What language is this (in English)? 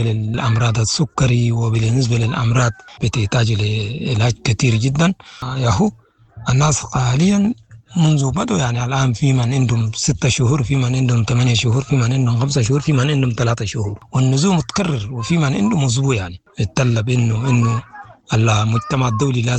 Sudanese Arabic